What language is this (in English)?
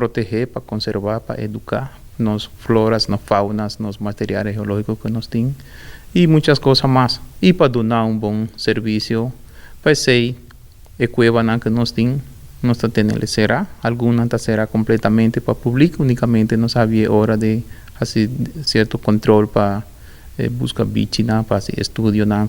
Papiamento